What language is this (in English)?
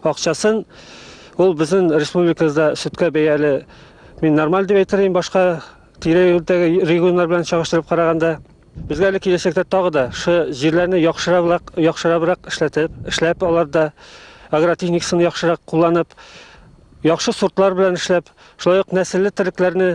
Tatar